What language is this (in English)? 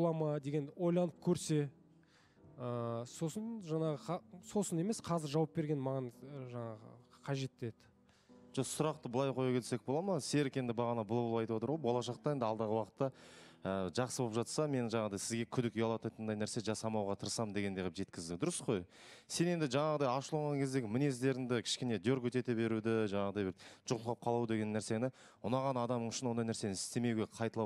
Kazakh